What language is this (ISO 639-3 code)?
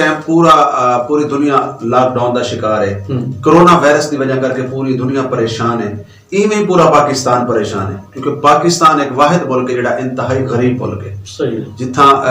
lah